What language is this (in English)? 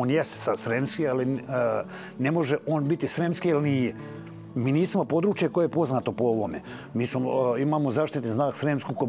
Serbian